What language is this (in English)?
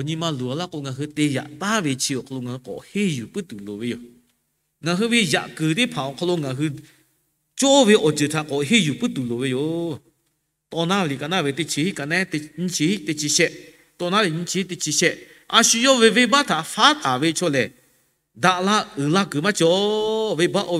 Lahu